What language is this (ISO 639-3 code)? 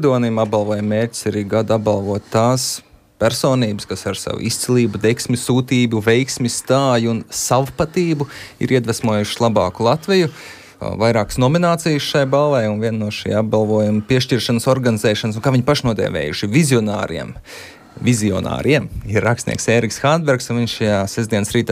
lav